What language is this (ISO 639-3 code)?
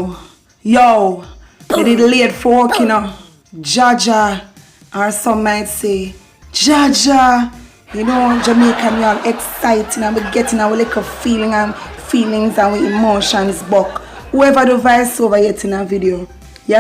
jam